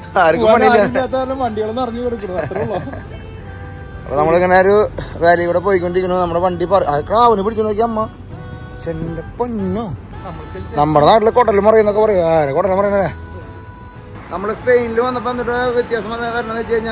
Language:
Malayalam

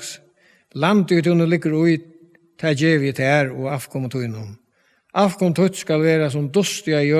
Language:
Faroese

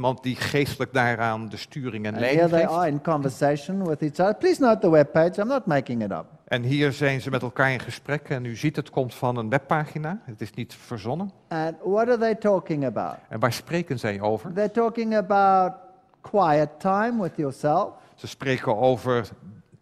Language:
Dutch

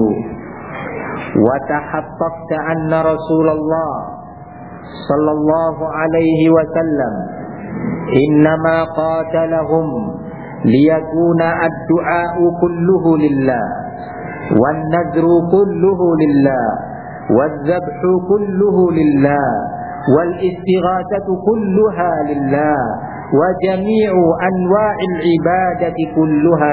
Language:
Indonesian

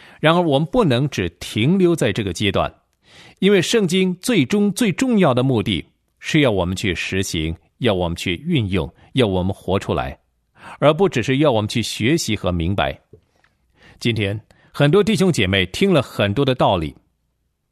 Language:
Chinese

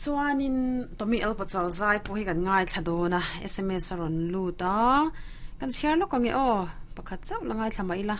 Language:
Mizo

